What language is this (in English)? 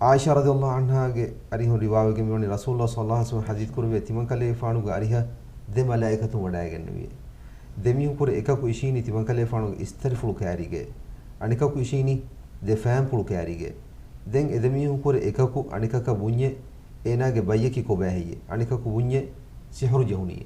Divehi